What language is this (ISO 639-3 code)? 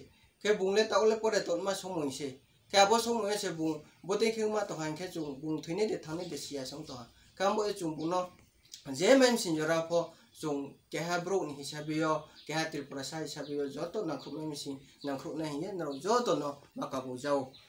ria